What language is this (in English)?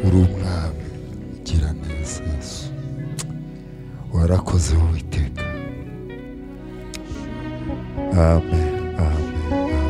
Kinyarwanda